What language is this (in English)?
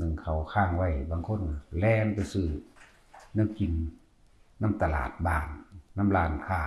Northeastern Thai